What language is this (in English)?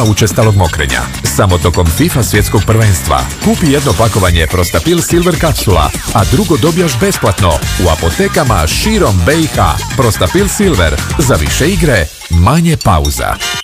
Bosnian